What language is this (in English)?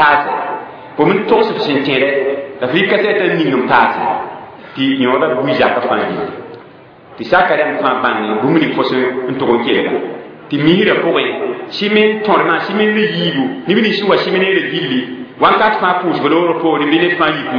Mossi